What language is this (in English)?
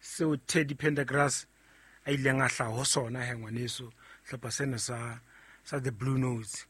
Southern Sotho